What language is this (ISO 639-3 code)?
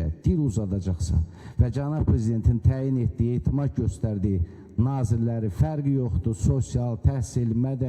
aze